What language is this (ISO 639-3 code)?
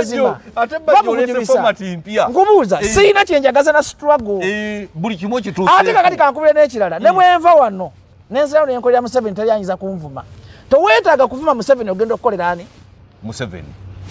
lug